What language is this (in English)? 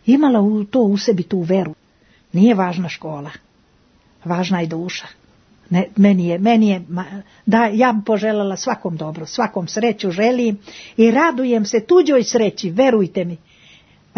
Serbian